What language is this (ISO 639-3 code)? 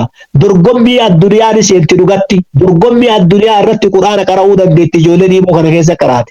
orm